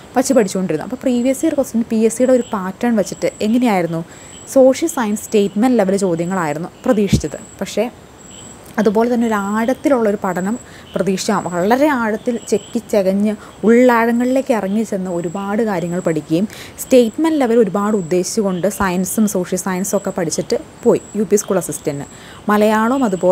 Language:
Malayalam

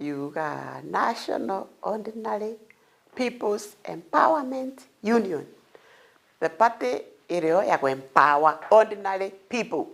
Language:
Meru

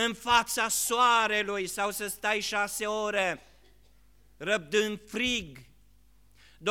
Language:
Romanian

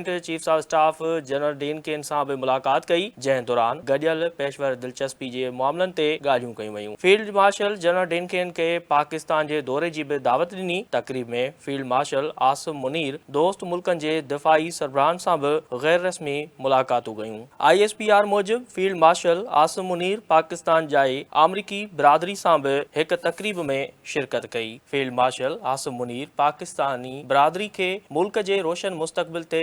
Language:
Sindhi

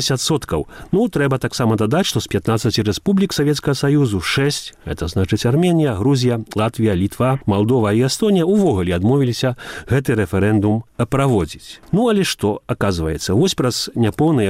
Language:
Belarusian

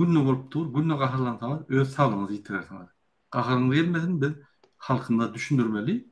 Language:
Turkmen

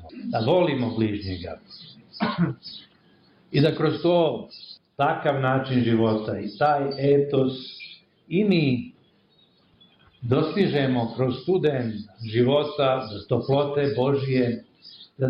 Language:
Serbian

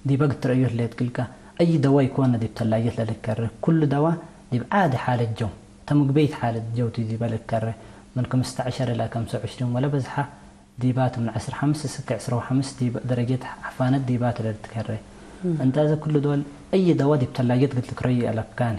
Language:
Tigre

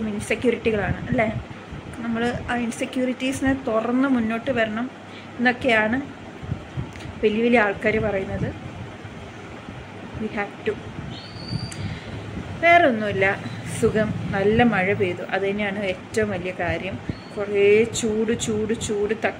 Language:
Malayalam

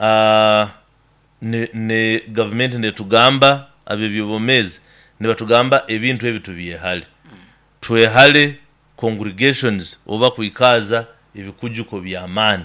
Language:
Nyoro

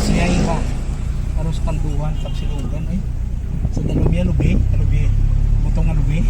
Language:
Hiligaynon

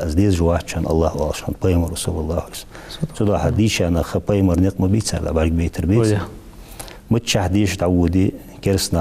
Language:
Ingush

